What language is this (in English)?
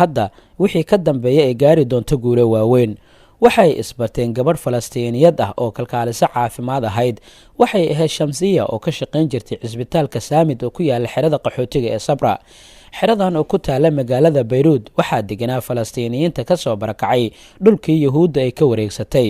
Somali